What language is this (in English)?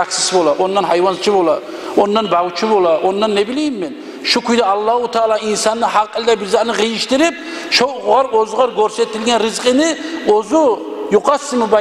Kumyk